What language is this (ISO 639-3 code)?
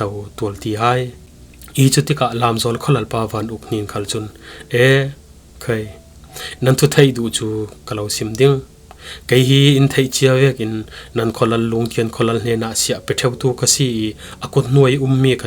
cfm